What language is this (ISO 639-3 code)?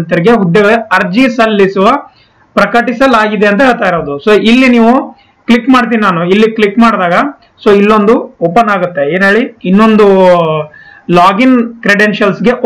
kan